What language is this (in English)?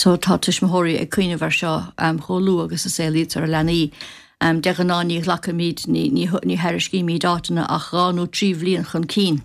Irish